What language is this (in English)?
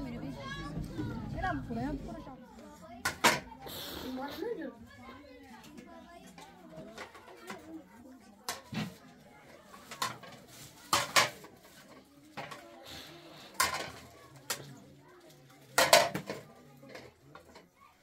Persian